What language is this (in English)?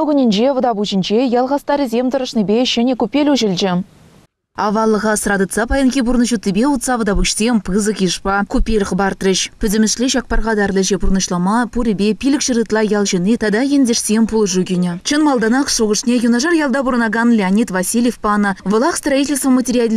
Chuvash